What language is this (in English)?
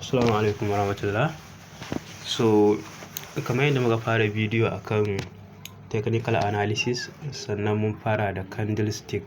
Hausa